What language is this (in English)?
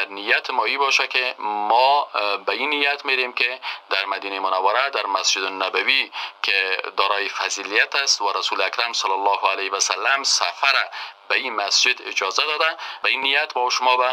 Persian